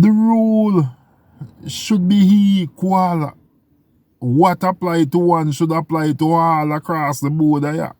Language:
Jamaican Creole English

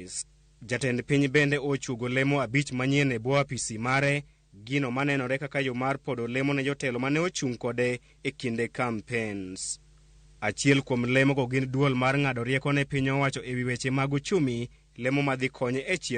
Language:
Luo (Kenya and Tanzania)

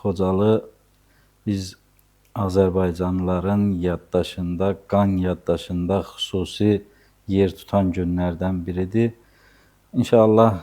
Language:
Azerbaijani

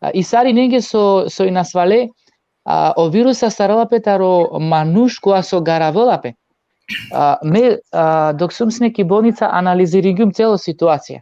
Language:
Balkan Romani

